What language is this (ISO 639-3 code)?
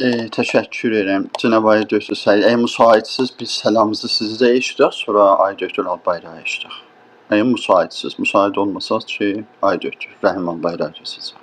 azb